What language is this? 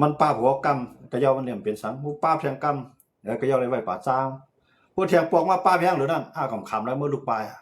Shan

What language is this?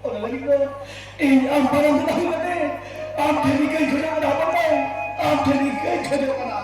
Santali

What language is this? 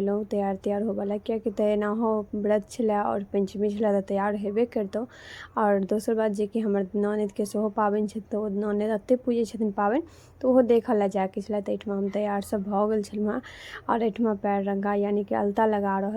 Maithili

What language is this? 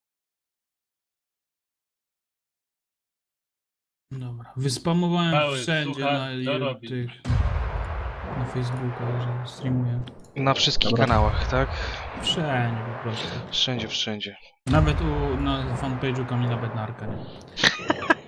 Polish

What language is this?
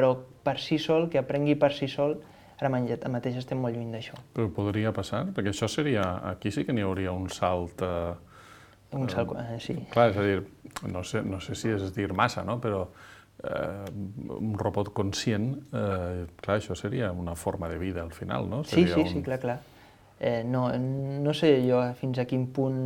Catalan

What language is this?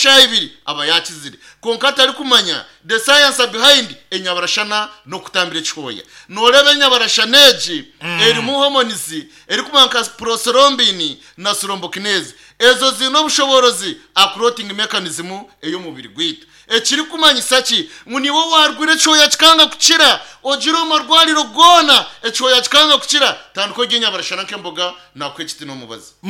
Nyankole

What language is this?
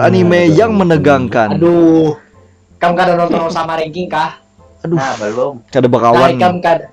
Banjar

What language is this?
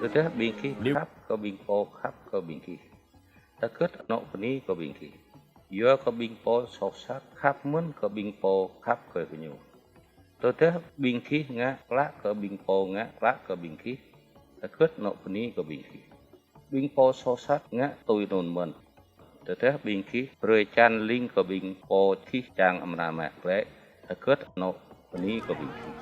Jarai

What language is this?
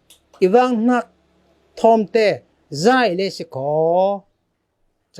Falam Chin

